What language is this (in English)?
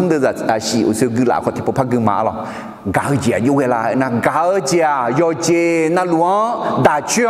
Akha